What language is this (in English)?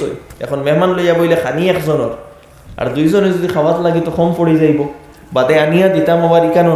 Sylheti